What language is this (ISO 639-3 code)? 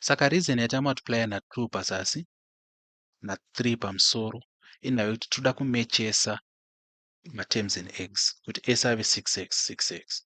sna